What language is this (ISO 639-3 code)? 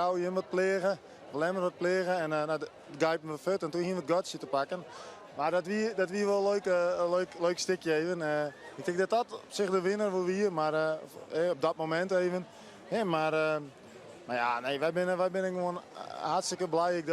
fry